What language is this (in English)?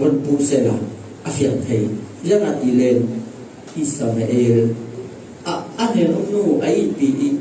Falam Chin